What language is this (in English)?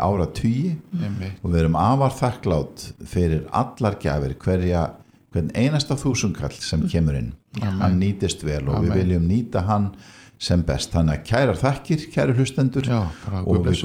Icelandic